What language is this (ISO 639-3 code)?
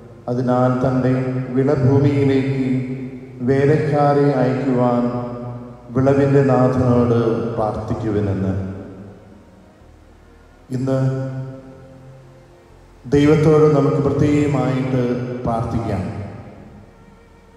mal